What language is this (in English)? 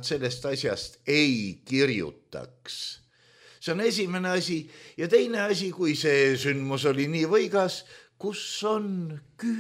Estonian